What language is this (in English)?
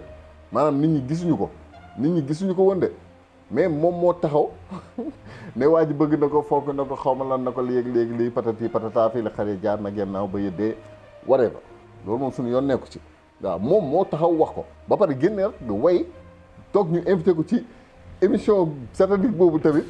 Wolof